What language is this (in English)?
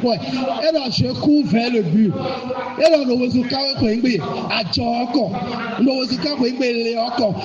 Fon